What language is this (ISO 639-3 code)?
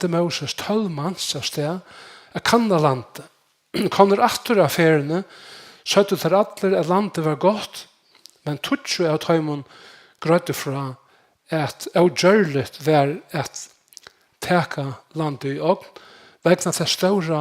fao